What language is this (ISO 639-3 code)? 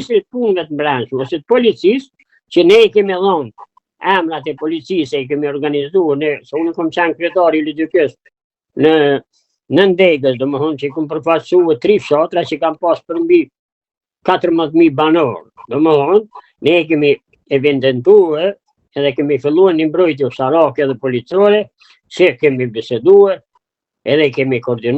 sqi